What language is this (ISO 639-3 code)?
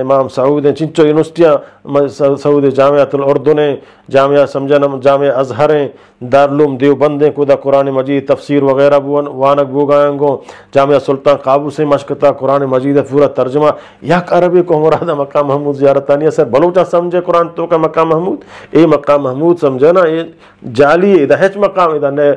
bgp